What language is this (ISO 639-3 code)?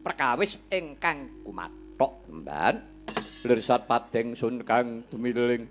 jav